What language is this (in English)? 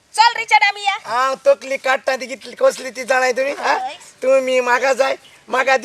Konkani